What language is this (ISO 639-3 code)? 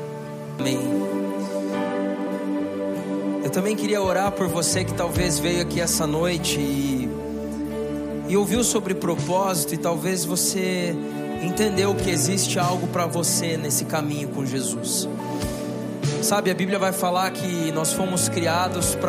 por